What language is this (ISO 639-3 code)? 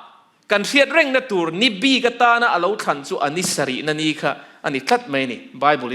lus